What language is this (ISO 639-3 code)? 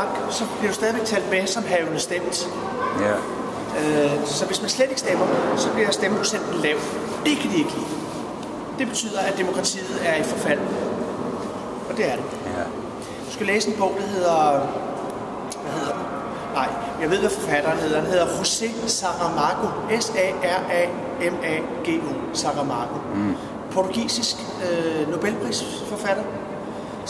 dan